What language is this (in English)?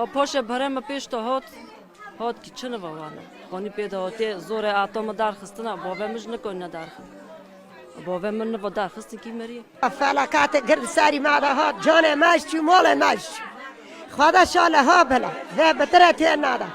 Kurdish